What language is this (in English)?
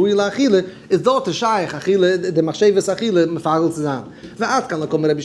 Yiddish